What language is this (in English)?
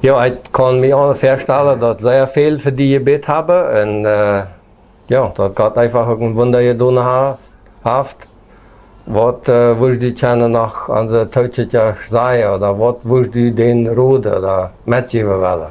Plautdietsch